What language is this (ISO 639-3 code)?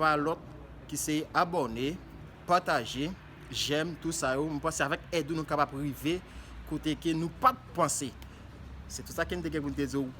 hat